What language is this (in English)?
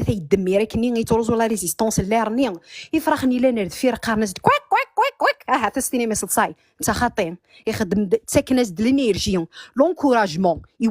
Kabyle